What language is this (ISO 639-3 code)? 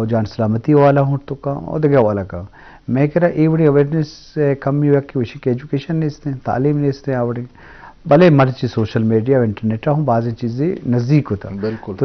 bgp